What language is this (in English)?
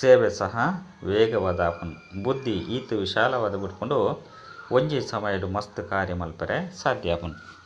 Tulu